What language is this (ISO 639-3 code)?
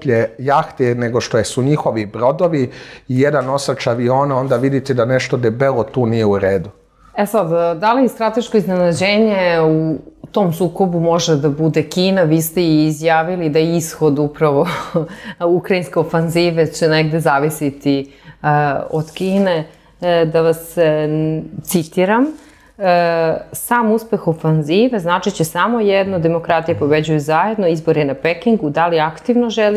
srp